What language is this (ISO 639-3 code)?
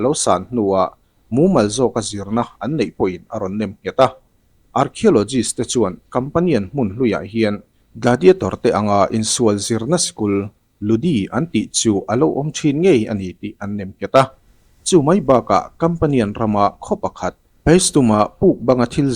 lus